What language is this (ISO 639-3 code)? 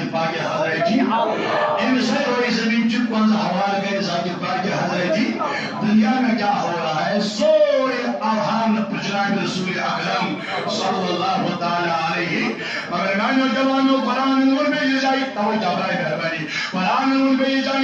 kas